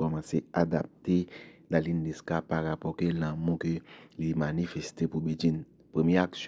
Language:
Haitian Creole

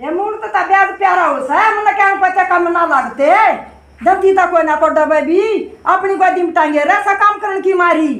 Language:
Haryanvi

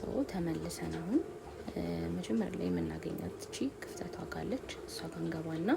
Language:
Amharic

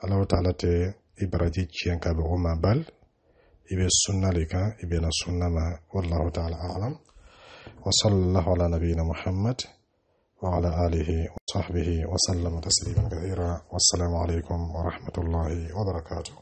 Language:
Dyula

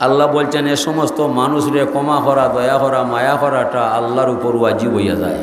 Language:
Sylheti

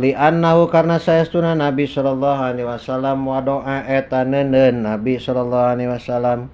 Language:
Sundanese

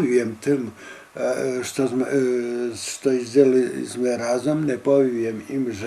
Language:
Rusyn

